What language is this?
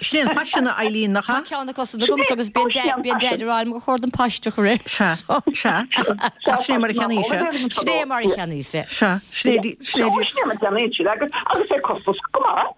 Irish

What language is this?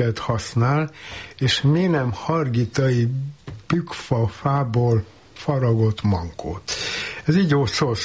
Hungarian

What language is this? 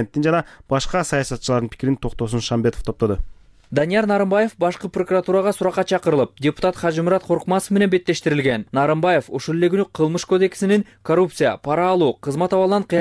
Kyrgyz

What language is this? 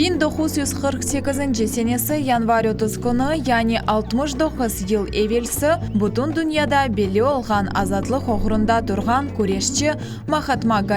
Crimean Tatar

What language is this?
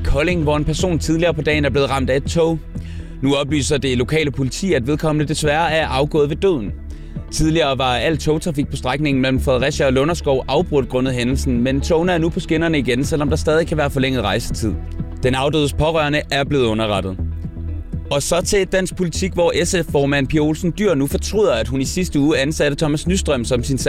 Danish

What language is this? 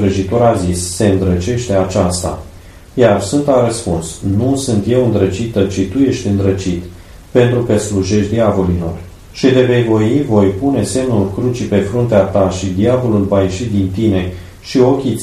Romanian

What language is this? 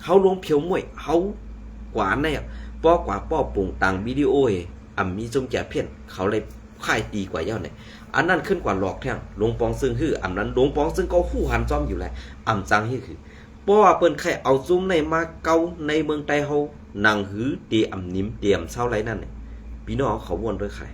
Shan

